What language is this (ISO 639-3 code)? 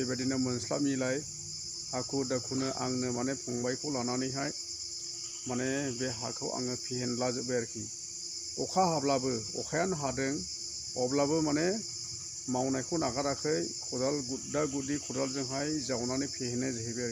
brx